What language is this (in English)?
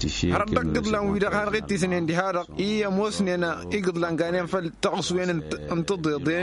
Tamasheq